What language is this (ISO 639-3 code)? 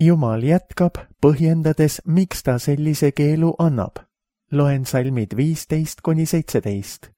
est